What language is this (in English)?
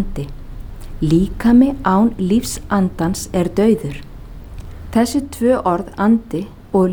Icelandic